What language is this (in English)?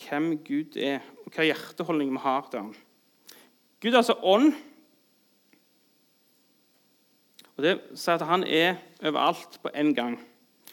Norwegian